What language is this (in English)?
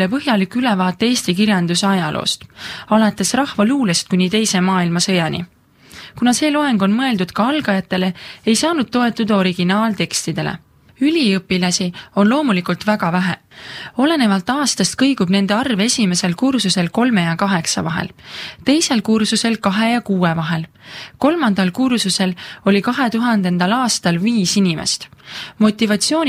Estonian